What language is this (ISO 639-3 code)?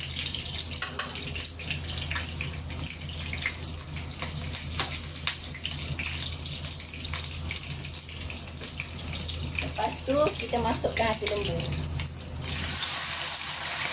msa